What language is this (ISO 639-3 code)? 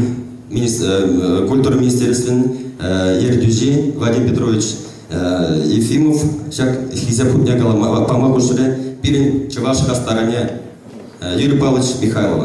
chv